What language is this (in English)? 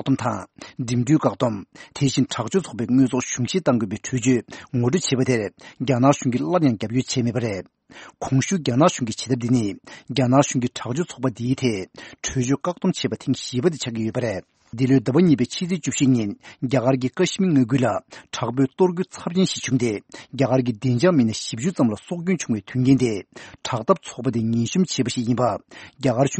Tibetan